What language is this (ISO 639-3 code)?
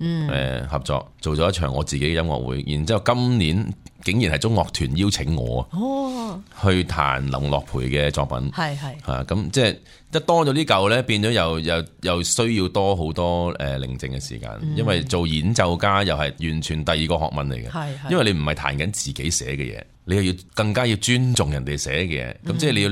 yue